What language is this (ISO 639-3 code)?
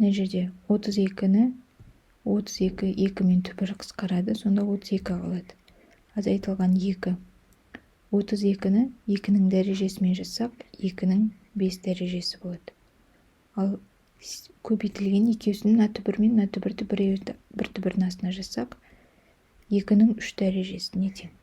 kaz